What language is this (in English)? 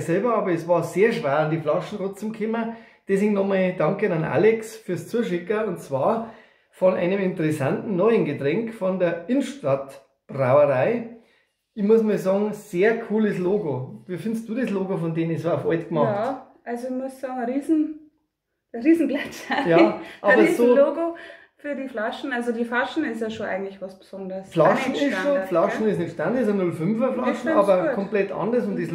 Bavarian